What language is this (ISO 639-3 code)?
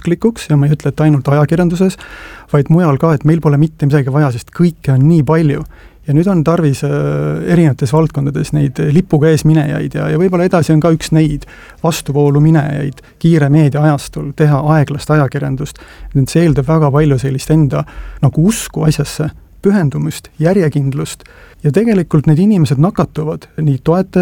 est